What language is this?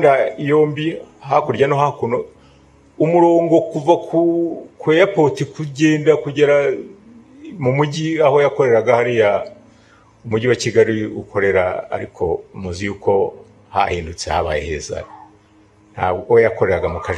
Kinyarwanda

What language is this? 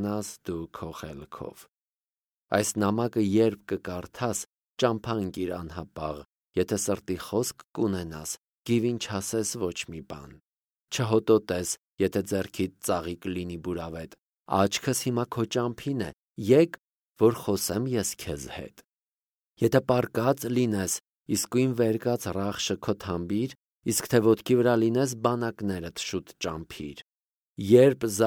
Armenian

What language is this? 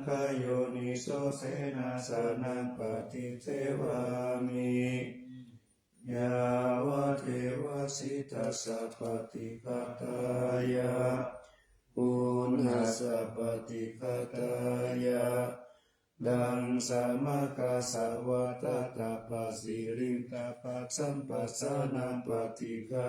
Pali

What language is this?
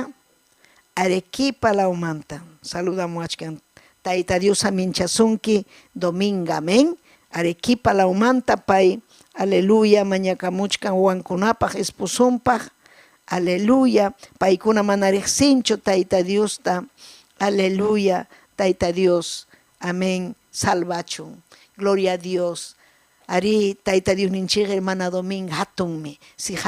Ayacucho Quechua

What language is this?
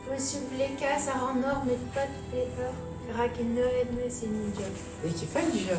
Breton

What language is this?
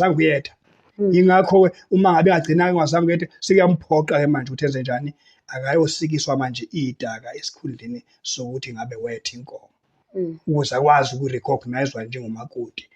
Zulu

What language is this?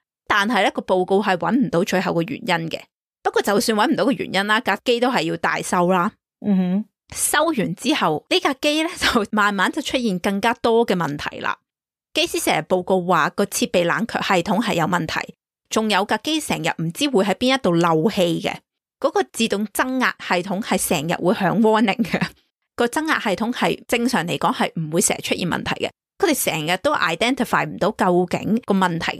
Cantonese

